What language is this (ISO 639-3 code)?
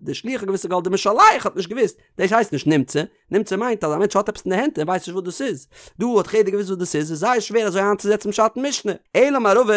yid